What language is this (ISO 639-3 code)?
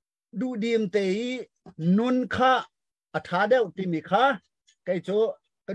cnh